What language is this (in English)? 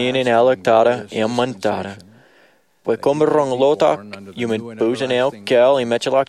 Marshallese